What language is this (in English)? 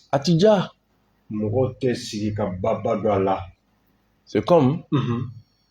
Bambara